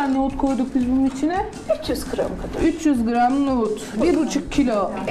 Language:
Turkish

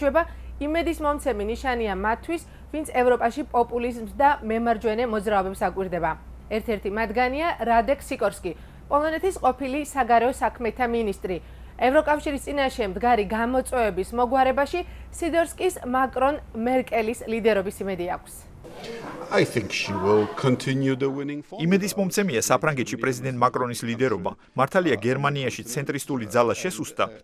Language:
Georgian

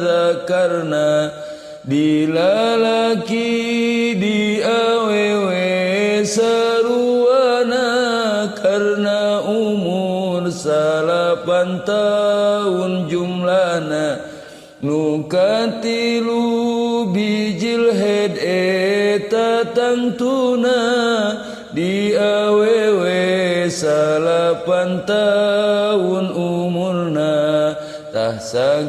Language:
Sundanese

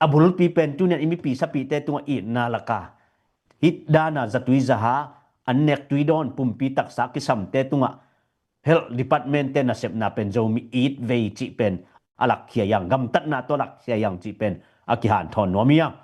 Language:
Tedim Chin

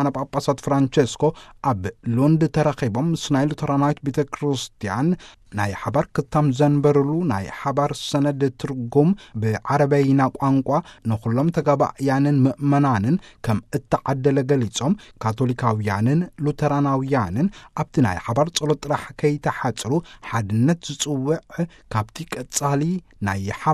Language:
Tigrinya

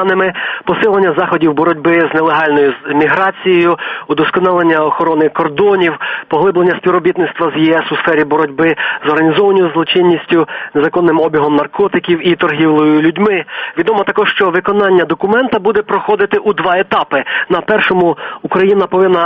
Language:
Ukrainian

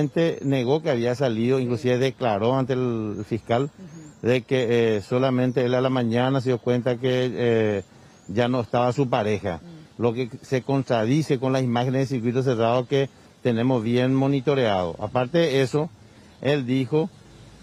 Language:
Spanish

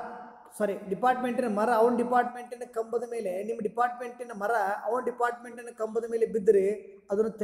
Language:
Kannada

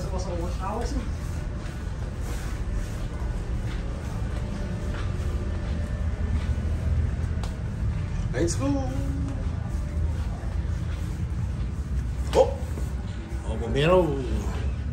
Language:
Filipino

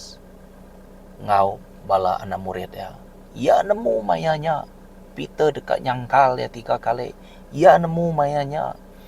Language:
Iban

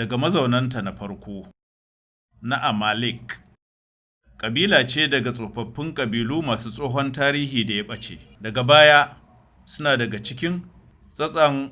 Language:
Hausa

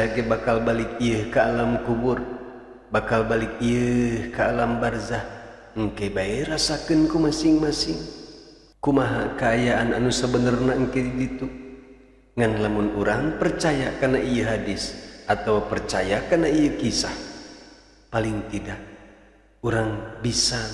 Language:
Sundanese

